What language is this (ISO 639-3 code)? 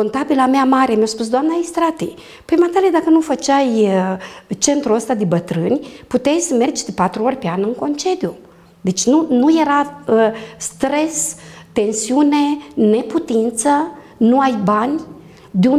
ron